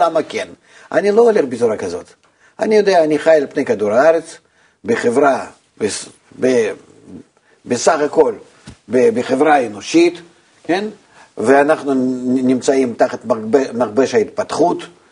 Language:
Hebrew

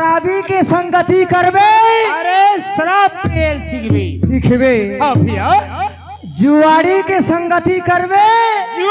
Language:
Chhattisgarhi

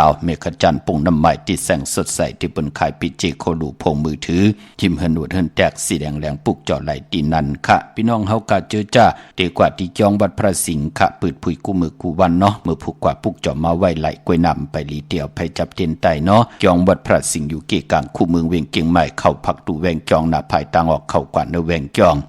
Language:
Shan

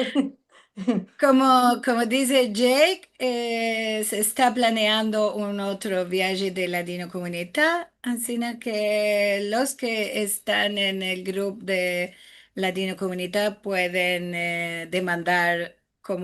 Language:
Ladino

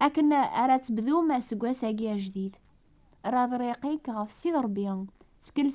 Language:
Kabyle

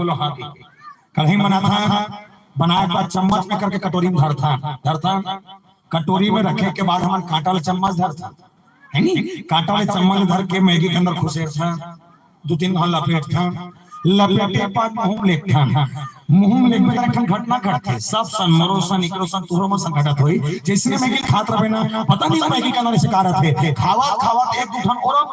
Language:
Chhattisgarhi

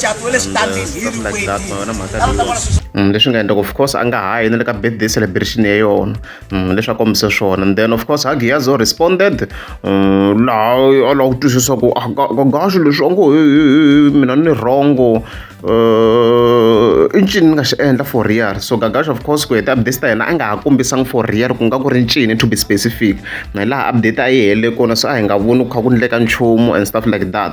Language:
Tsonga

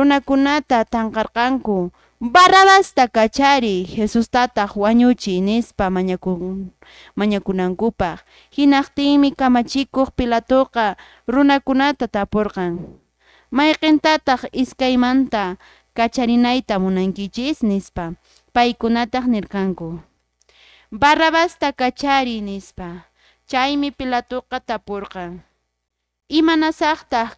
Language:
Quechua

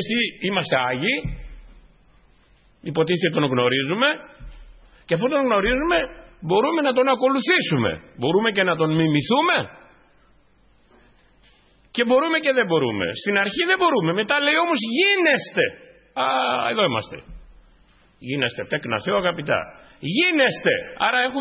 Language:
Greek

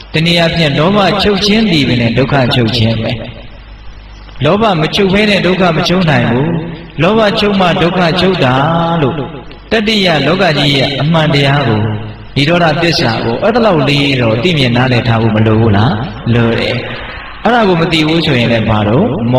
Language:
Burmese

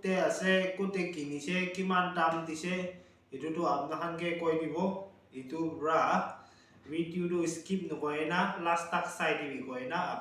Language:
Naga Pidgin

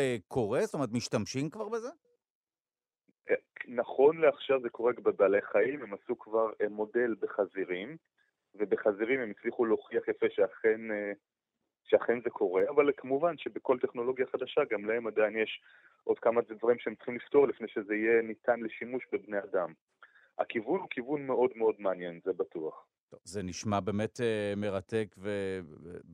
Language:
Hebrew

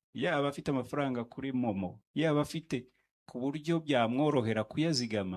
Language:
Kinyarwanda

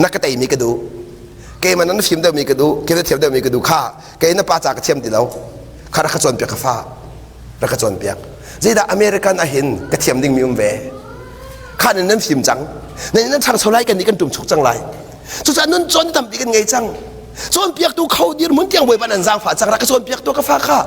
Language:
Hakha Chin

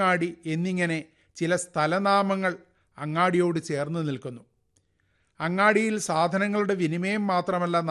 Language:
Malayalam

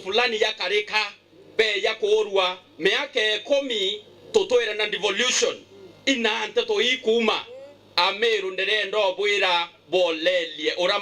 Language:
Meru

